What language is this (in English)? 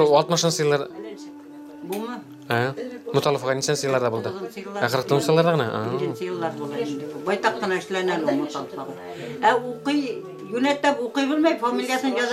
Bashkir